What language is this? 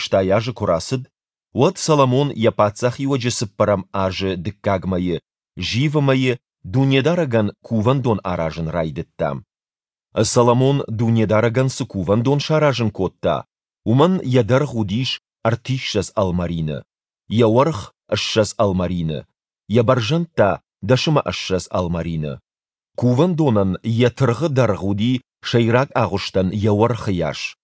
Ossetic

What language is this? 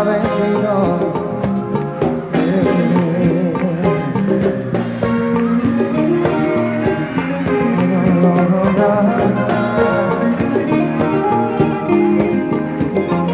Spanish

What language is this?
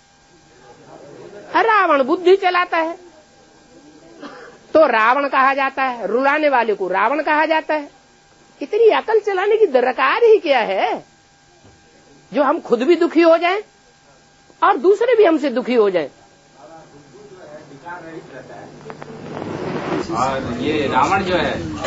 Hindi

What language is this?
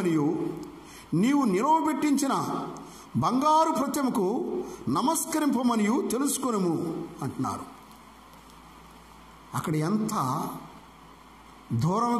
Telugu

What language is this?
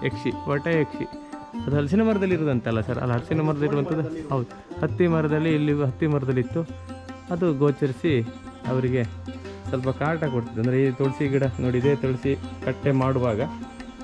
Kannada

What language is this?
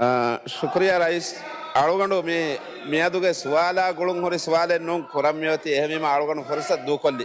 Divehi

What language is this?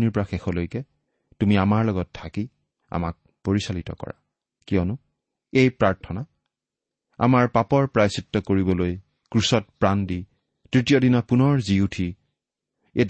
Assamese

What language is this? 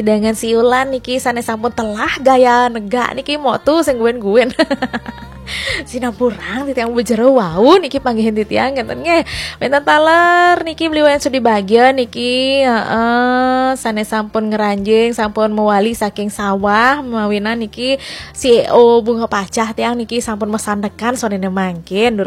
Balinese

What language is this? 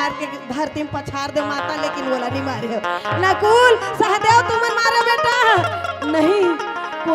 Chhattisgarhi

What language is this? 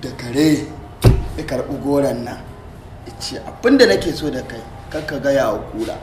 Hausa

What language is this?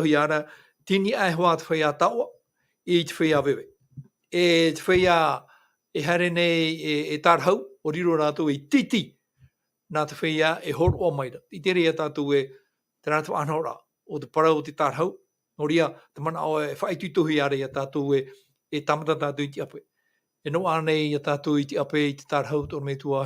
Tahitian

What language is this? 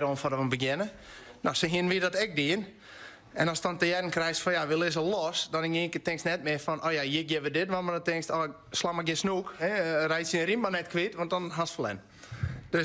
Western Frisian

